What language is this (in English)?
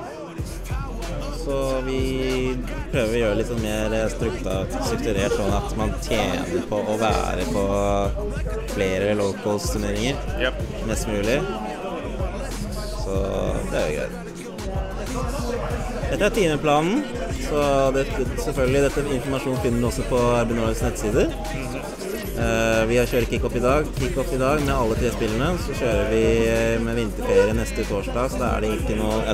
Norwegian